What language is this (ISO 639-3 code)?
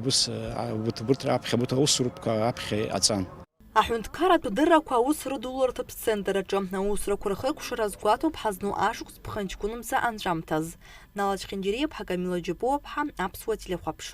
abk